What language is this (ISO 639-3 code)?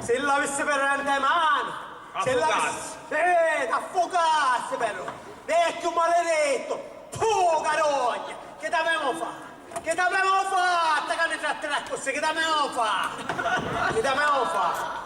scn